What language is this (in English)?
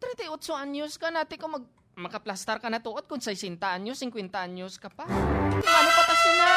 Hiligaynon